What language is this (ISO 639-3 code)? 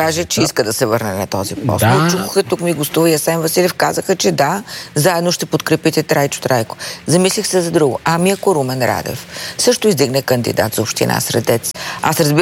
bul